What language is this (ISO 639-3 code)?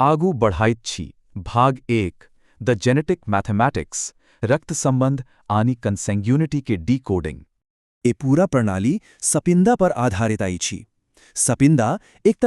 mai